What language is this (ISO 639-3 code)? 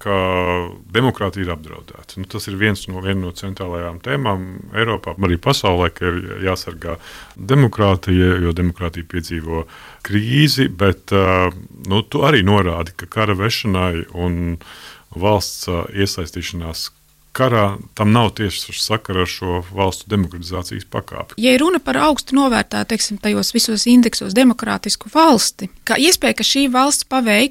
lav